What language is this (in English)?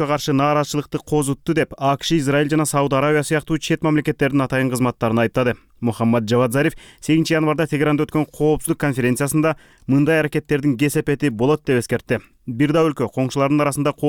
Kyrgyz